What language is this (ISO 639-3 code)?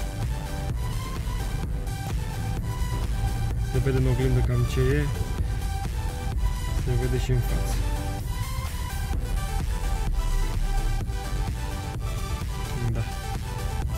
ron